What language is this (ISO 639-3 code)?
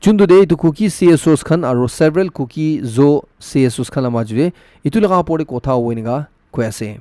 nag